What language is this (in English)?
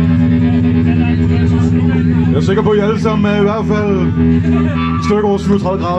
Danish